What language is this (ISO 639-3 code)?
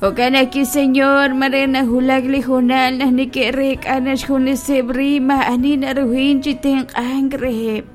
kek